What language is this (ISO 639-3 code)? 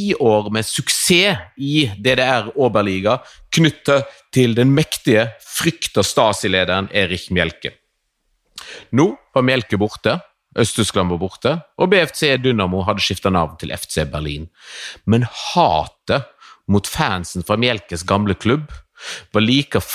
nor